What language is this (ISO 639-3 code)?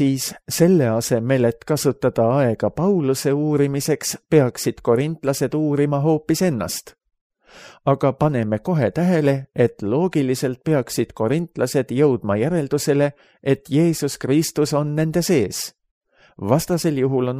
est